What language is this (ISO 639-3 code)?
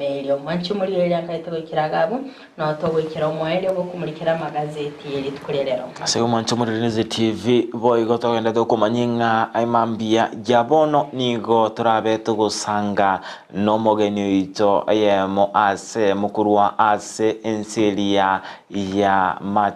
guz